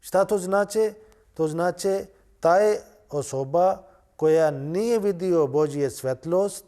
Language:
Bosnian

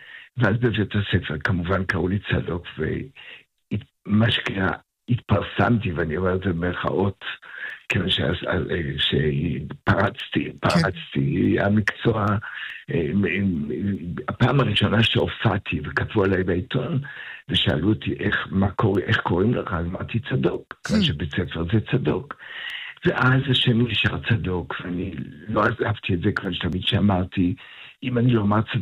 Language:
Hebrew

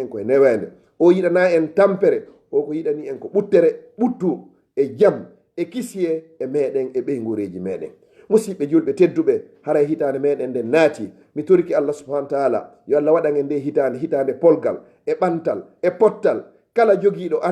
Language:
Fula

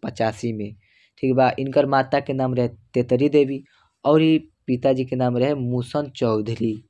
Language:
Bhojpuri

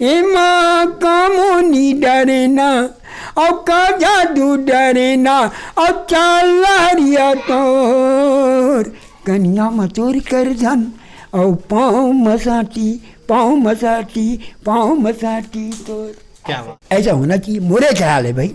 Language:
Chhattisgarhi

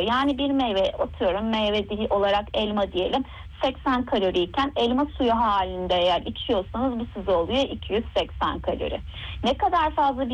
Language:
Turkish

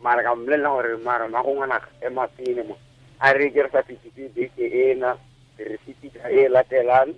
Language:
Tswana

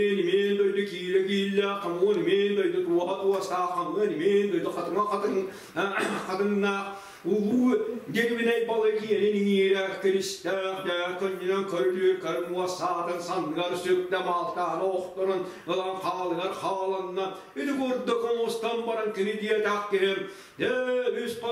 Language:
Yakut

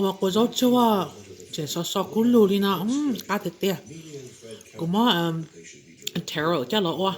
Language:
Hmong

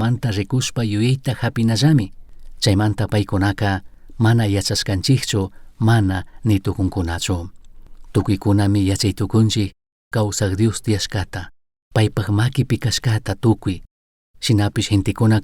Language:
Chimborazo Highland Quichua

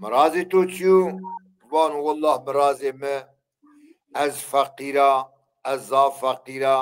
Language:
Zaza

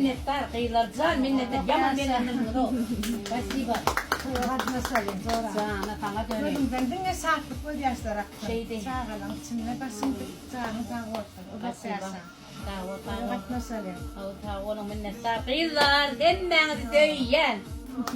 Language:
Turkmen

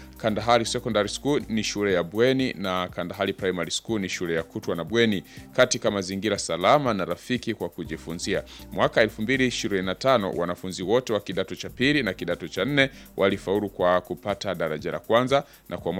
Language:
Swahili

